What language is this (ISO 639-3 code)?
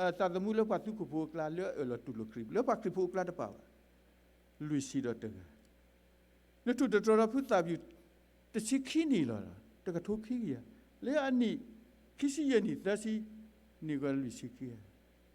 ksw